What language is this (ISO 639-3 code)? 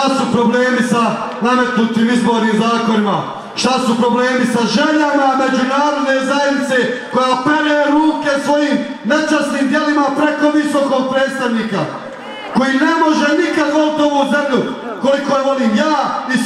bos